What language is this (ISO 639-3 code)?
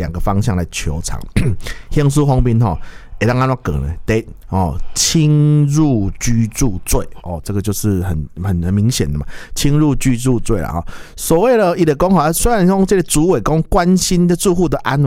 nan